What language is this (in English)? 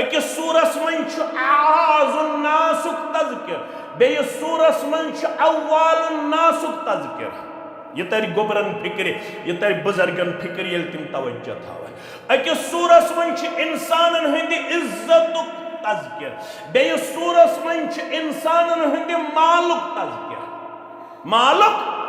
Kashmiri